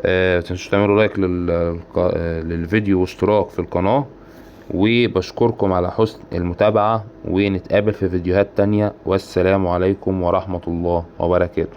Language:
Egyptian Arabic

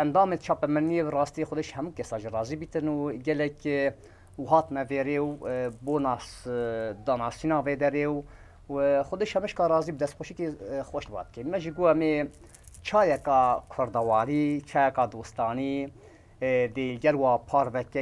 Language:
Kurdish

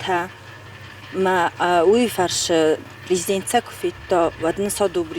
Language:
Ossetic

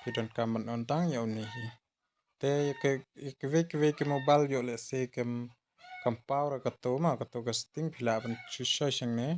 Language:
Khasi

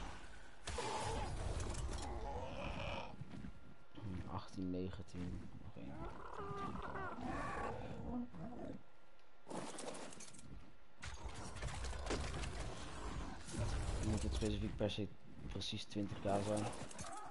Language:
Dutch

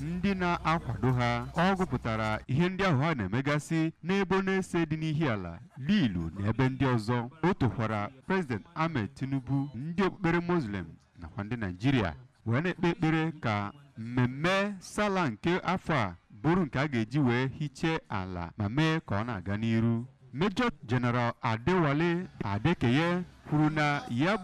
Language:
Igbo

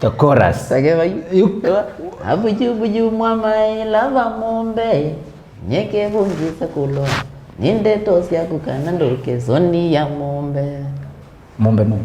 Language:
Kamba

